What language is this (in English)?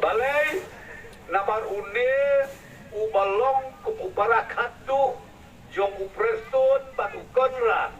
Khasi